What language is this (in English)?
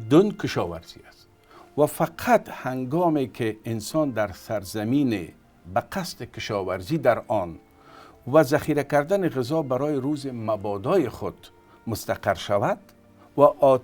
Tajik